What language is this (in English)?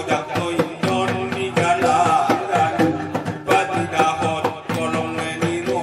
Batak Angkola